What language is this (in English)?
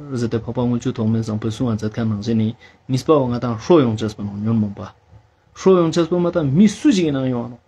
Ladakhi